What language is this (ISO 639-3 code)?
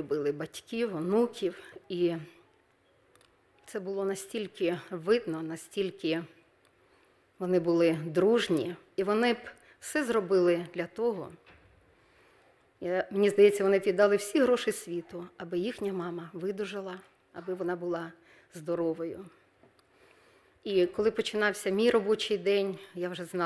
ukr